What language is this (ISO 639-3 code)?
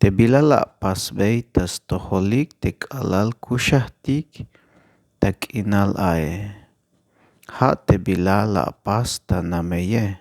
tzh